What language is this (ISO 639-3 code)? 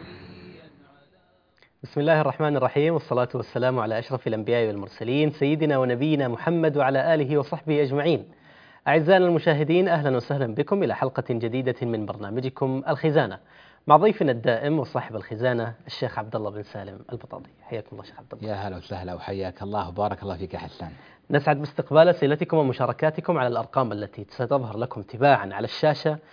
ara